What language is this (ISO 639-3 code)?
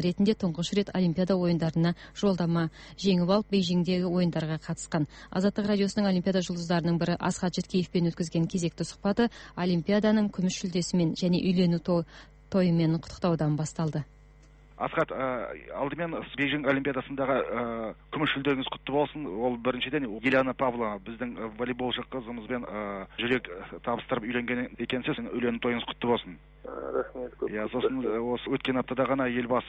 kaz